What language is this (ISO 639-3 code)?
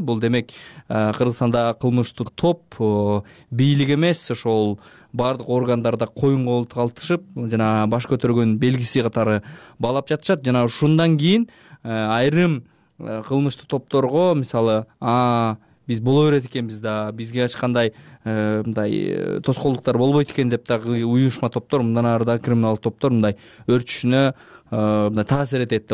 kir